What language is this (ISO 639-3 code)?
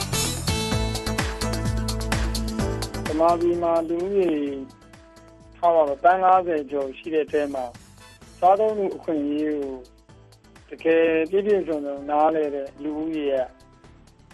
mya